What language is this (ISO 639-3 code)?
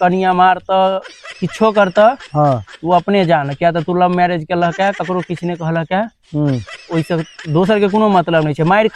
mai